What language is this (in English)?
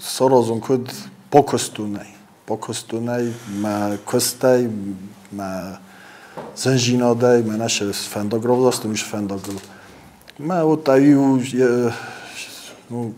Ossetic